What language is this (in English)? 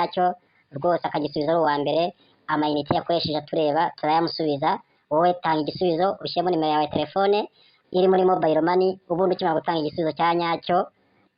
Kinyarwanda